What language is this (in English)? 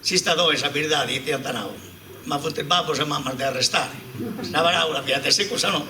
Sardinian